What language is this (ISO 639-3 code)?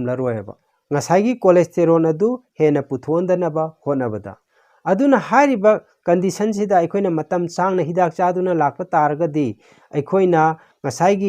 mni